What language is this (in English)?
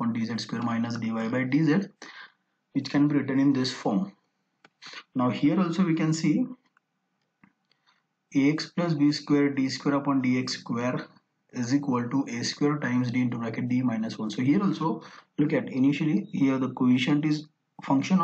English